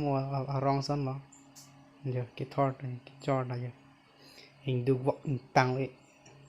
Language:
Karbi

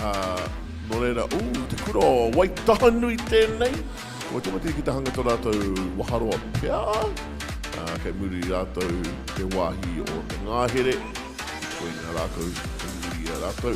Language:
Māori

